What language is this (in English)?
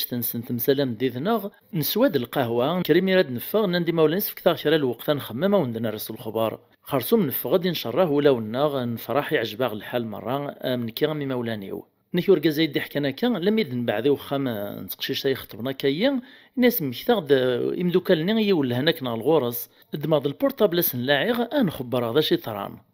Kabyle